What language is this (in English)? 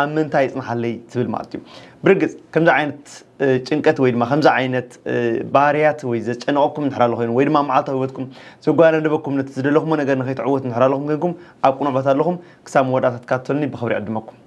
Tigrinya